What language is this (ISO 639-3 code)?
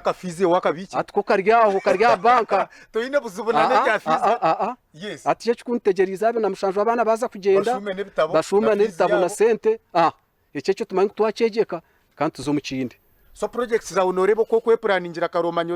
nyn